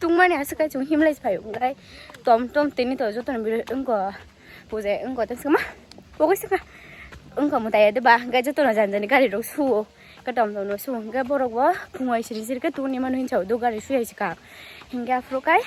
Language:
Kok Borok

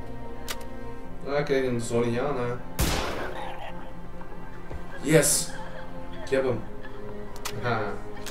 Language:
Dutch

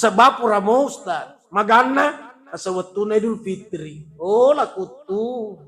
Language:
Buginese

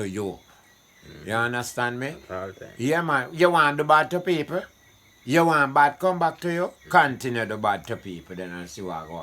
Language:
Jamaican Creole English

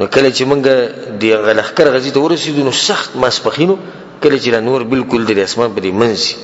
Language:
Pashto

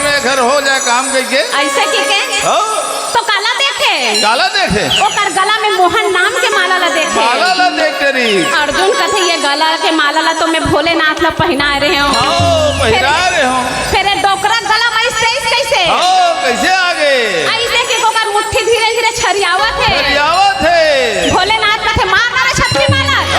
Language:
Chhattisgarhi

